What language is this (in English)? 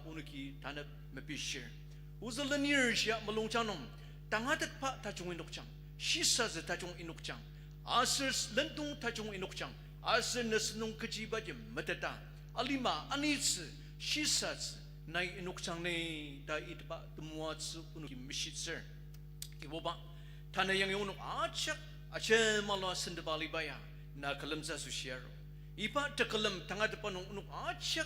Ao Naga